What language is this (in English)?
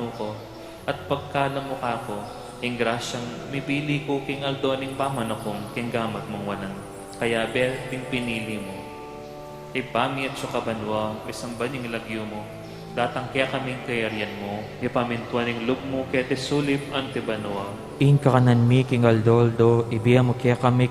Pampanga